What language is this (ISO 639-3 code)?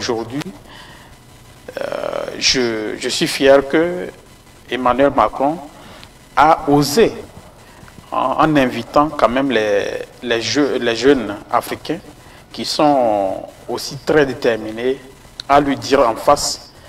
fra